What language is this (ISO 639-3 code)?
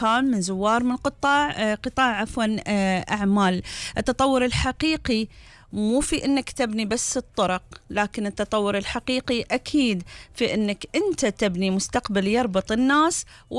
afb